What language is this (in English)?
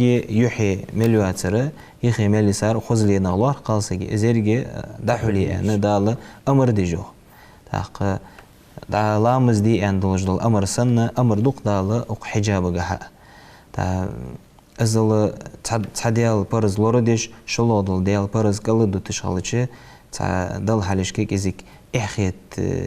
Ingush